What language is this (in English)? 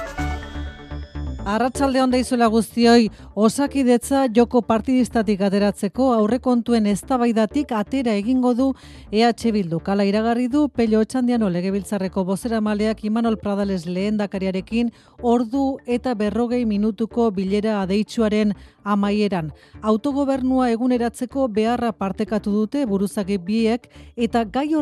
Basque